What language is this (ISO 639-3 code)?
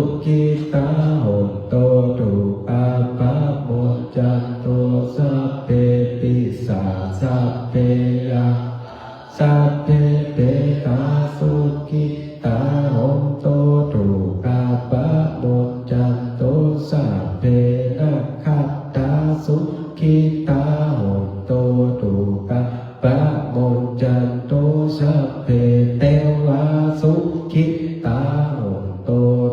pli